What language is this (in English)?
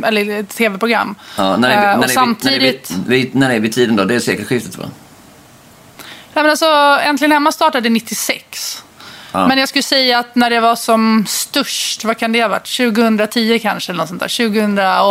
Swedish